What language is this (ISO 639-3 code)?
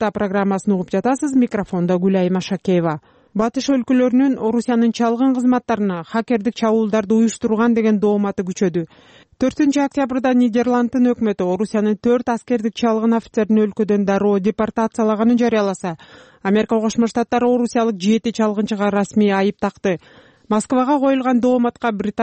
kir